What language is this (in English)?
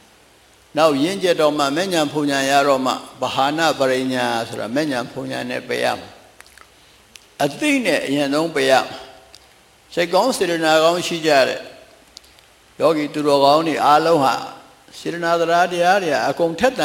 Burmese